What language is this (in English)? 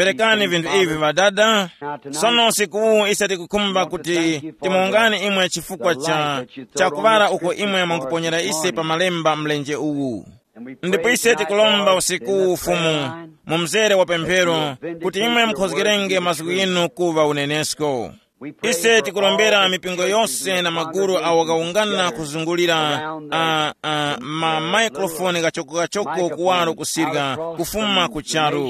Tumbuka